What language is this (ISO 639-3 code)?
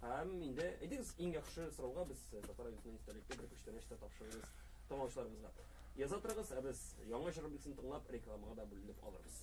tat